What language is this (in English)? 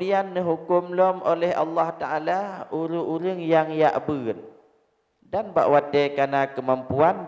Achinese